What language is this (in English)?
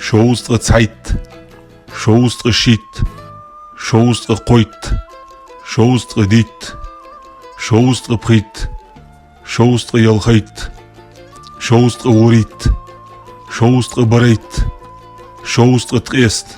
Ingush